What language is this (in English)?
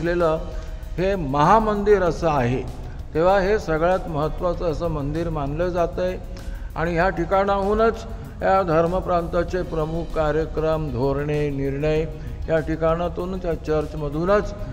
Marathi